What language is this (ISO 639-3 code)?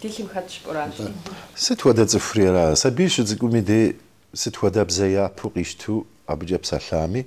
kbd